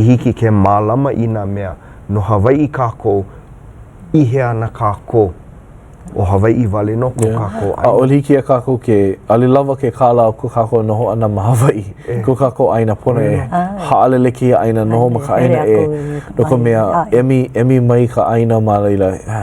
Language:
Hawaiian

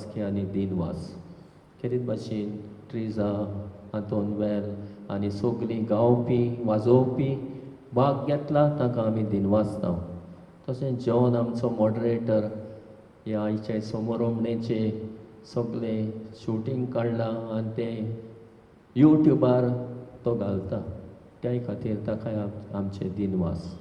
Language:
Konkani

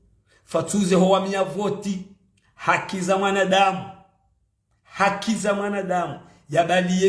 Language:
Ngazidja Comorian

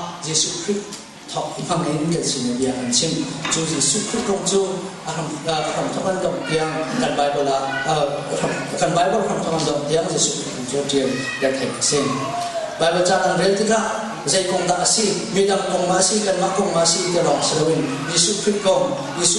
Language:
Hakha Chin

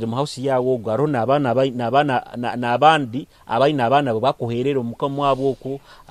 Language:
Nyoro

